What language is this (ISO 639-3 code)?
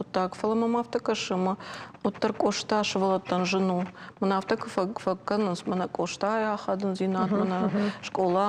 oss